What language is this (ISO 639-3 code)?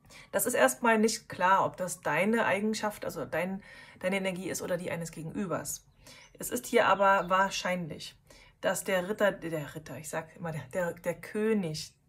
deu